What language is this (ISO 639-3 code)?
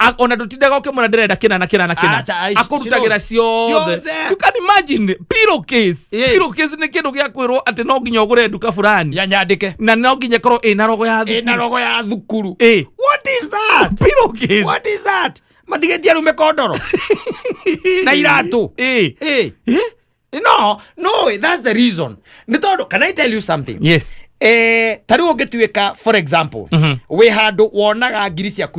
kik